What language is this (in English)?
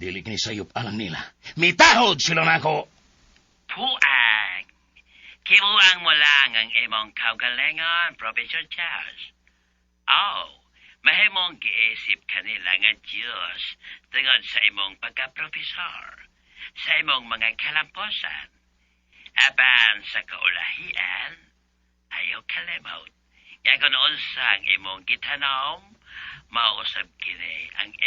Cebuano